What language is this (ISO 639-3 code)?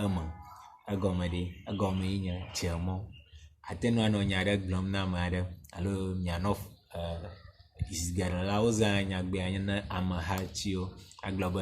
ewe